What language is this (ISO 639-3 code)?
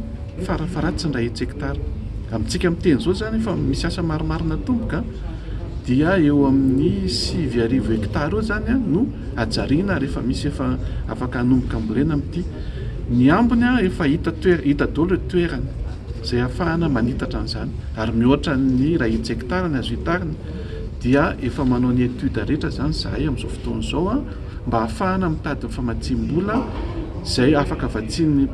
mlg